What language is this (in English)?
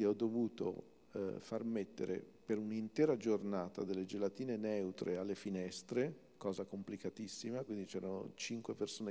Italian